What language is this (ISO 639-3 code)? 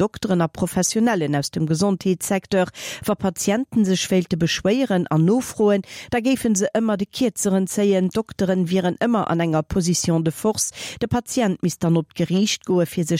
ltz